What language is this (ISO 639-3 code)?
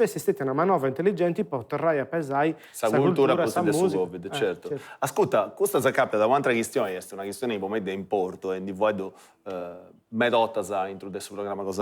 srd